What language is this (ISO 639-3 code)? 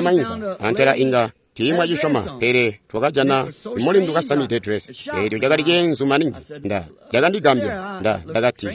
toi